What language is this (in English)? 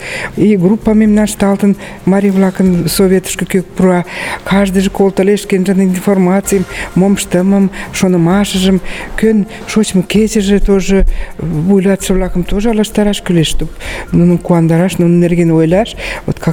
Mari